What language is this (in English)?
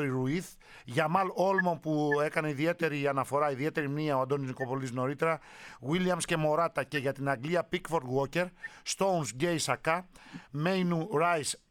Greek